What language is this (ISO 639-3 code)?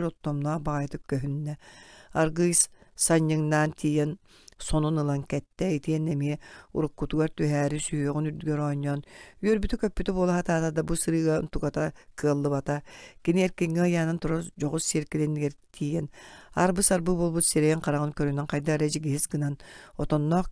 sah